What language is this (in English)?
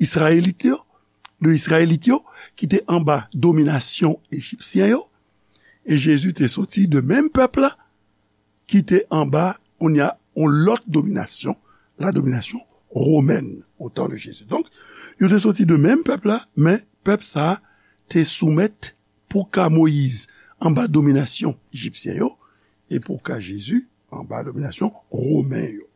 Haitian Creole